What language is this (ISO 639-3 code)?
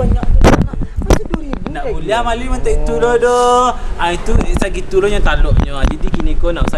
min